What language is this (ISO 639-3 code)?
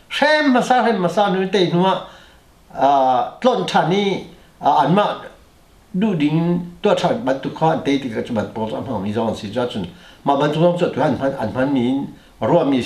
cnh